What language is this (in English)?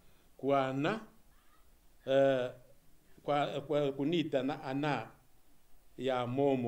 Swahili